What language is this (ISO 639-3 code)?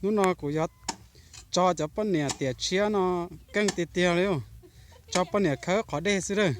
hmn